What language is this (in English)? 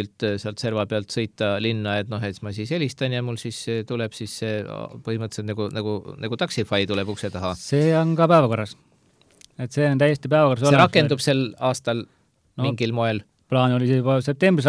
Estonian